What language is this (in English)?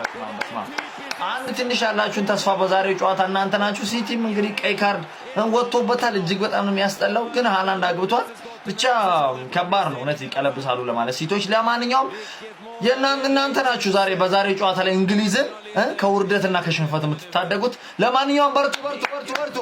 Amharic